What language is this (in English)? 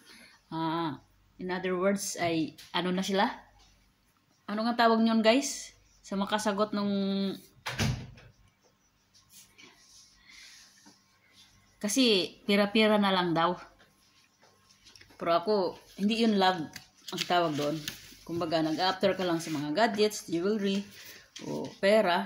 Filipino